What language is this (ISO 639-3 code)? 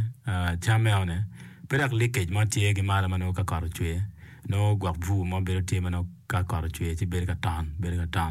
ach